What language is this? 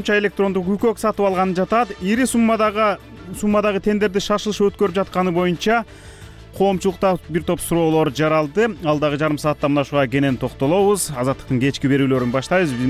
Kyrgyz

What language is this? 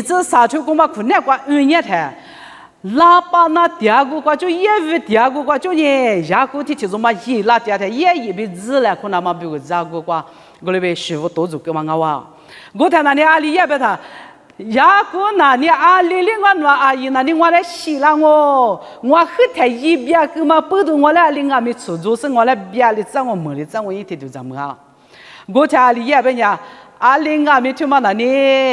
Lisu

